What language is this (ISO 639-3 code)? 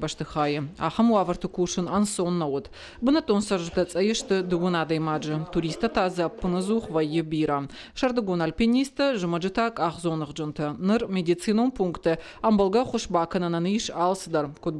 oss